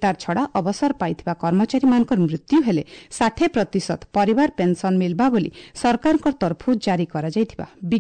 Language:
Odia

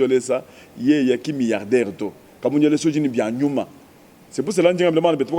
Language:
Luba-Lulua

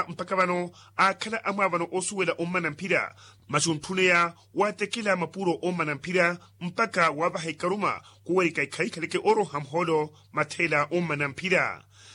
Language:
Makhuwa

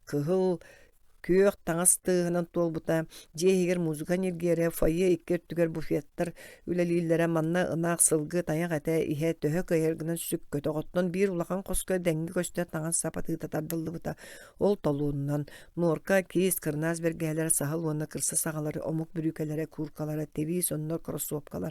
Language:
Yakut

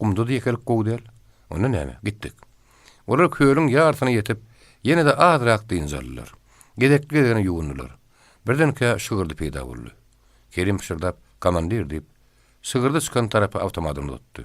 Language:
Turkmen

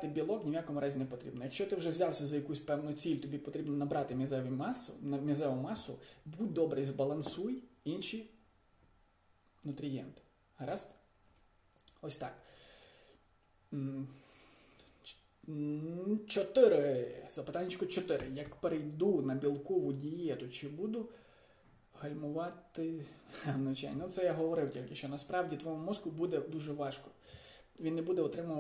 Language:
Ukrainian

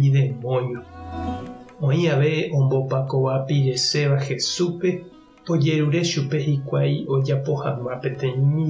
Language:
Guarani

